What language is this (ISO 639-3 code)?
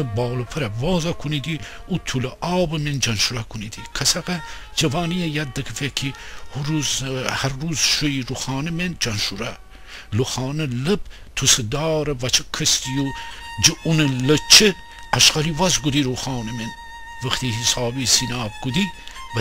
glk